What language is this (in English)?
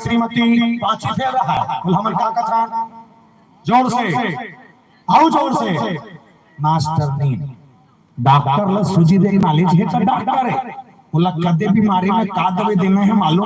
Chhattisgarhi